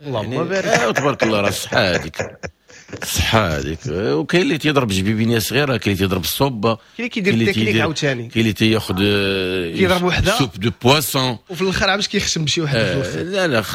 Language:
Moroccan Arabic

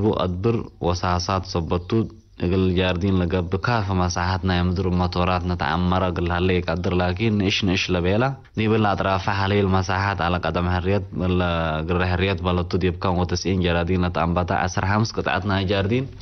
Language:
Tigre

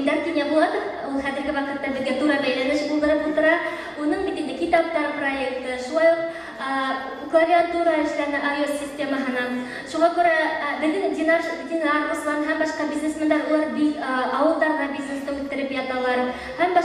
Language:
Bashkir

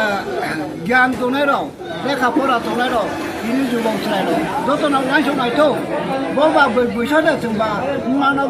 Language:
Riang (India)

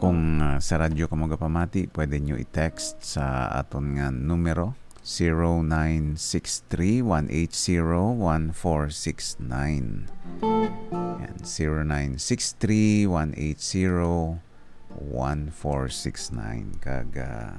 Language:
Hiligaynon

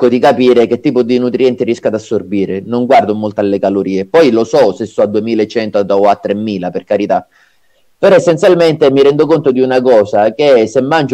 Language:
Italian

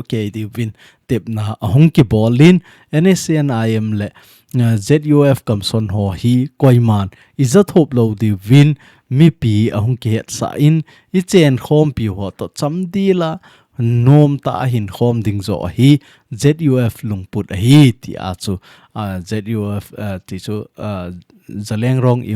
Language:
Thado Chin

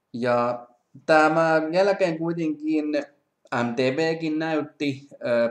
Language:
Finnish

